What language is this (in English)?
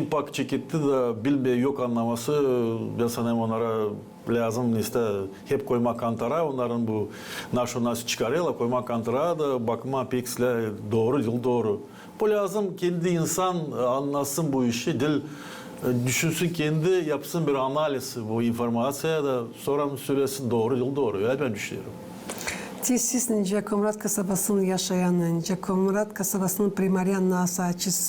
Gagauz